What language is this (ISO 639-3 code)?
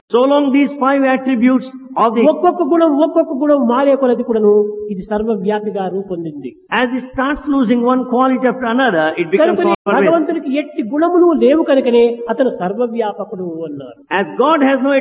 tel